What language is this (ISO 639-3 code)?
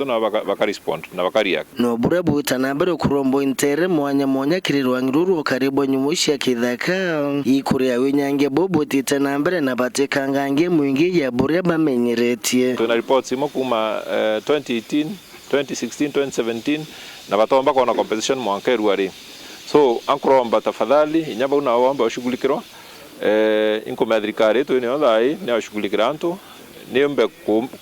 mer